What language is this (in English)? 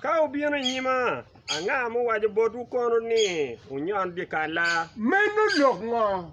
Acoli